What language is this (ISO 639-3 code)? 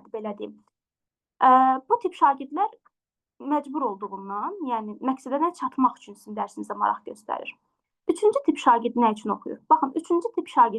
aze